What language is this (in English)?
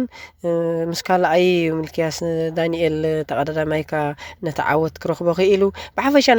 Tigrinya